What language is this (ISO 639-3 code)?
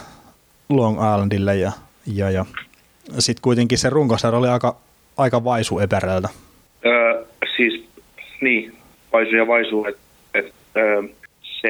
fin